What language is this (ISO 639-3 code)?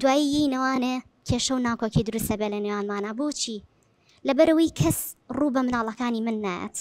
ckb